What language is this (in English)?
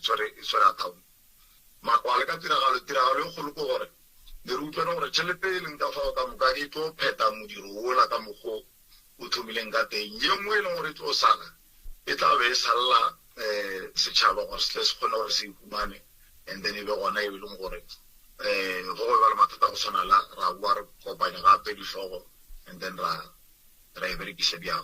Northern Sotho